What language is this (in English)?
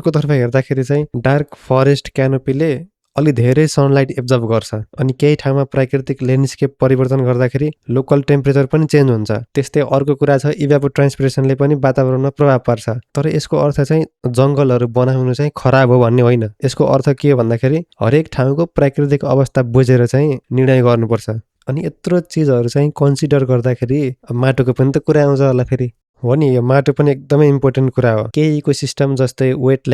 Nepali